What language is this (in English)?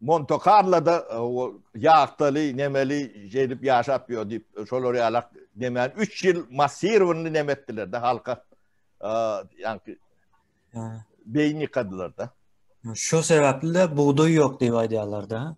Turkmen